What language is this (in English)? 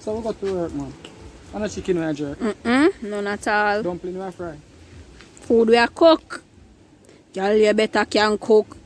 Jamaican Creole English